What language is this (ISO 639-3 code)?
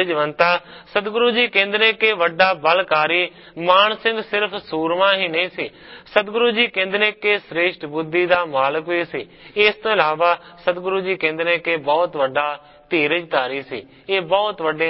pan